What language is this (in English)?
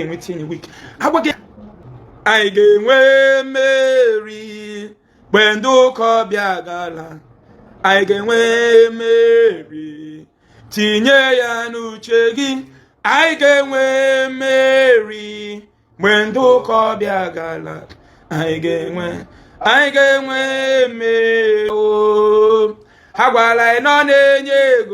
Igbo